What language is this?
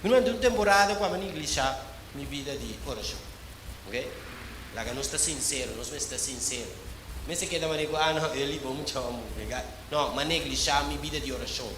Papiamento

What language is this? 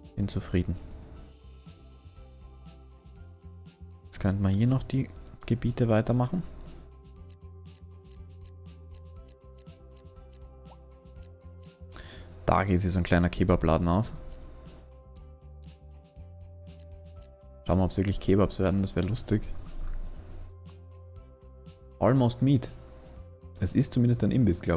German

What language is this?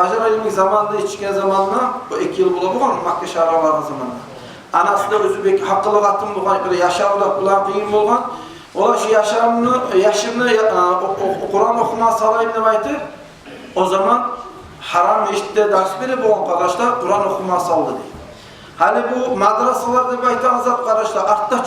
Kumyk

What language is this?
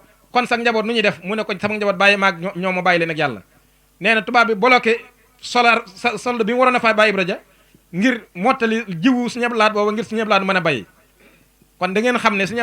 Wolof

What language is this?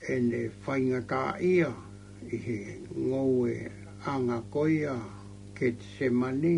Tongan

